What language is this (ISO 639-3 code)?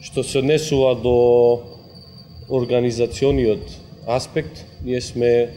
mkd